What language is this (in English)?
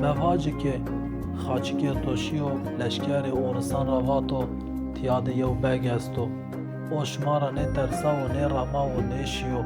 Zaza